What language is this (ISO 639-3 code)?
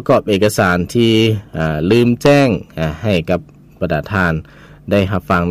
lao